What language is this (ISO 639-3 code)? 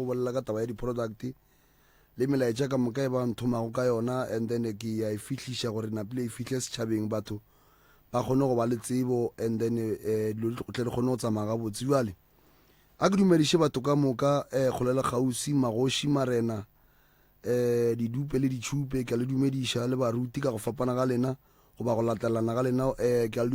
nso